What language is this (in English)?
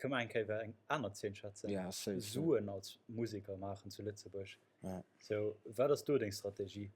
Luxembourgish